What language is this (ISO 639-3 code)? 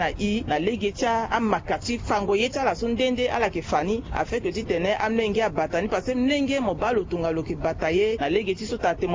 sag